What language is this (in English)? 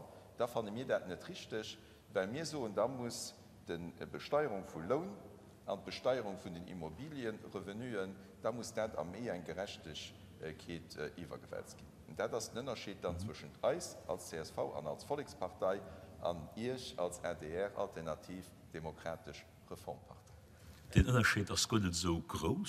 Luxembourgish